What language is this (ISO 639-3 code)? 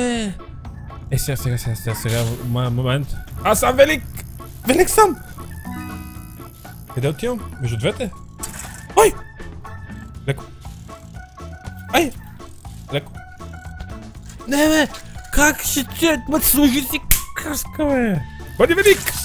bul